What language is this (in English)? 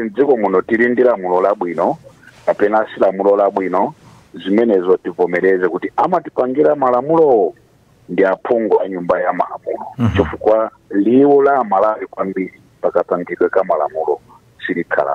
Nyanja